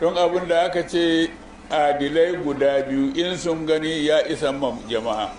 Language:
Hausa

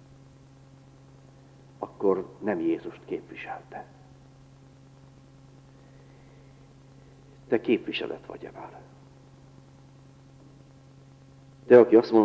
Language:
Hungarian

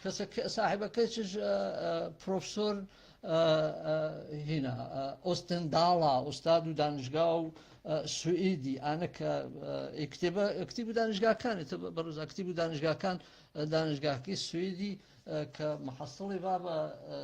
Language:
Gurani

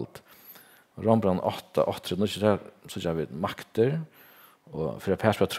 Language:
Faroese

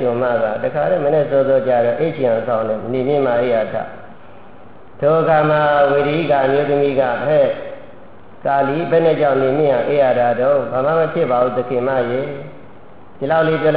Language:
Burmese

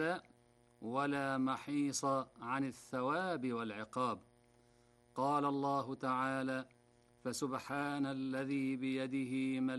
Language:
Arabic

